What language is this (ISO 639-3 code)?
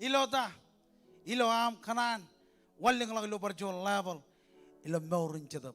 mah